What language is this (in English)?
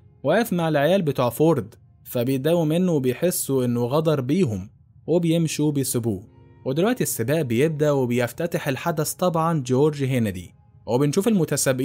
Egyptian Arabic